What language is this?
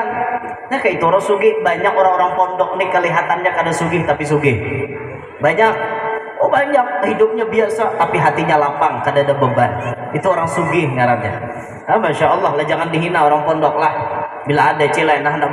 Banjar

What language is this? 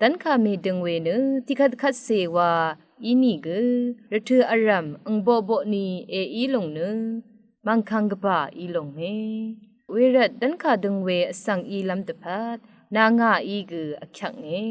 Rawang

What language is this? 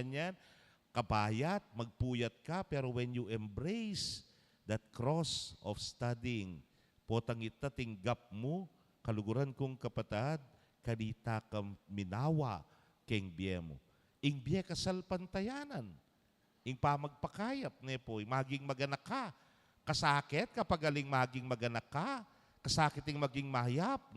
Pampanga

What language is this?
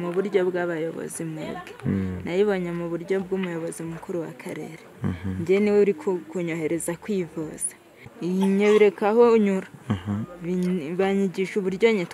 Kinyarwanda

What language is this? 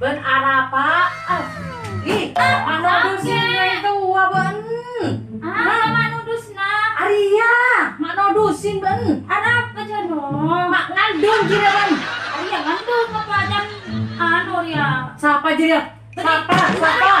Madurese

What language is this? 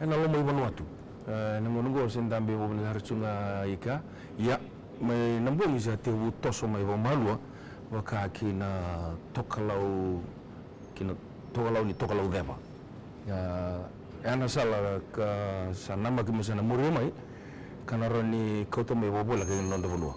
Fijian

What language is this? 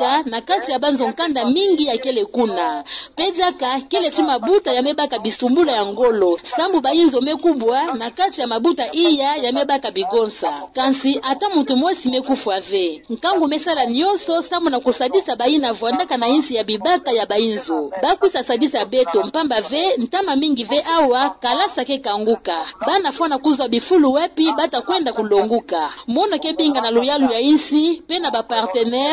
Kituba (Democratic Republic of Congo)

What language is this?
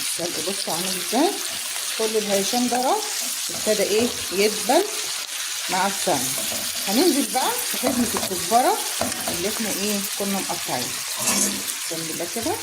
Egyptian Arabic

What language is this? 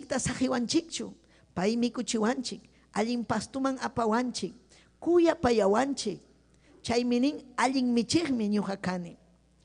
Ayacucho Quechua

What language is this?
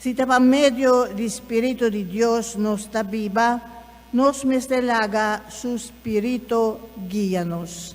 Papiamento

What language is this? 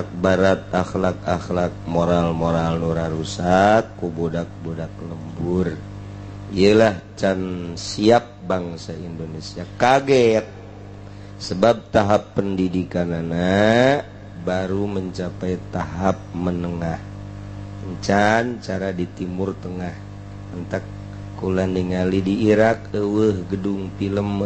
Sundanese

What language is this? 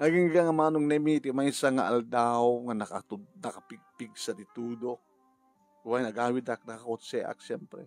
Iloko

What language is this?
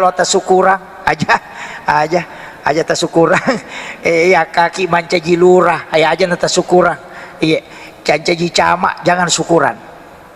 Buginese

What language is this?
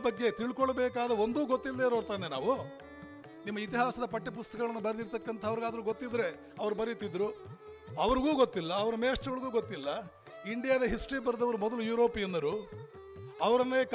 Kannada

